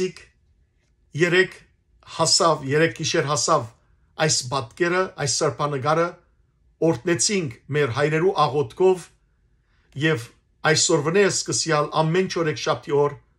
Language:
Western Armenian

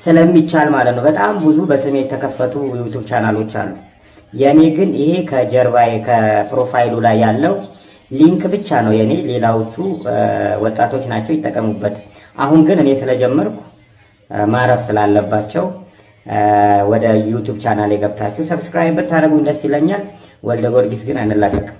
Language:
Amharic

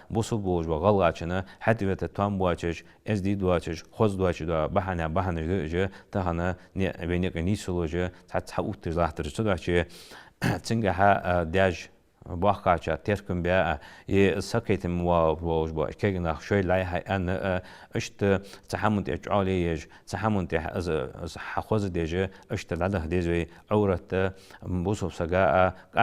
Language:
Ingush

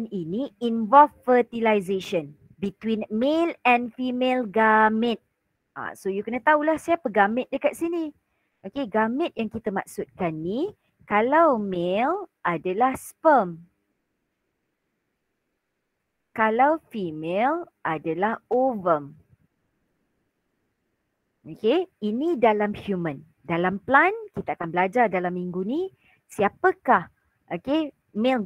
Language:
Malay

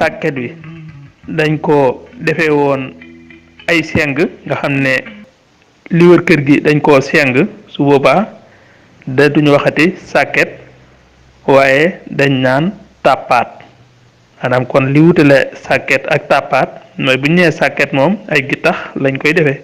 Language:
Wolof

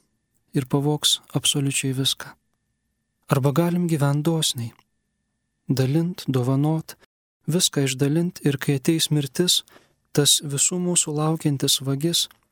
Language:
Lithuanian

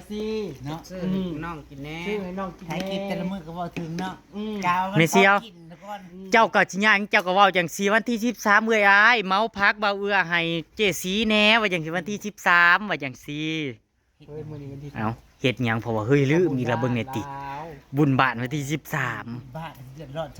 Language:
Northeastern Thai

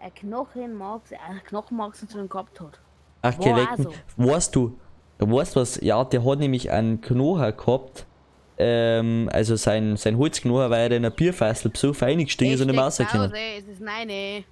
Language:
Bavarian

